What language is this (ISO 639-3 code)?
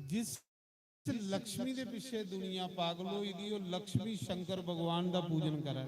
doi